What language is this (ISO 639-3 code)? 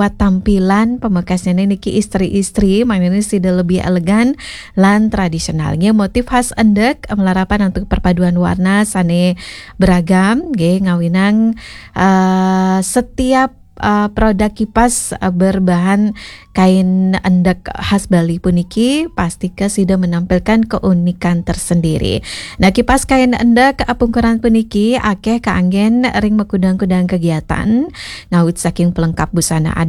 ban